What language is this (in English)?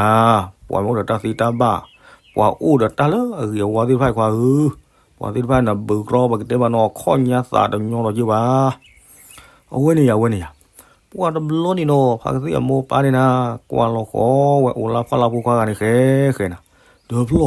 S'gaw Karen